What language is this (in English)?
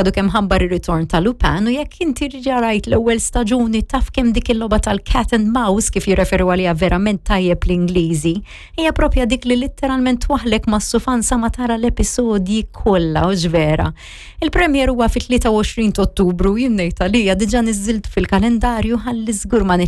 Maltese